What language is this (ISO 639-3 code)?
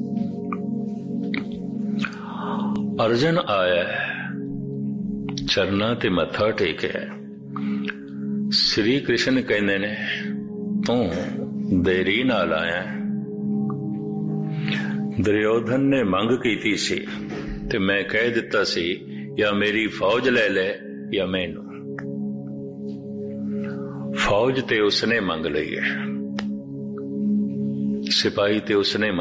pan